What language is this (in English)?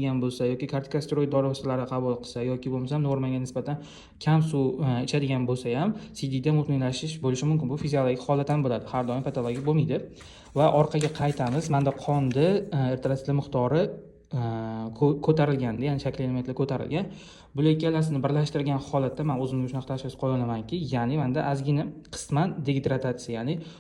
Uzbek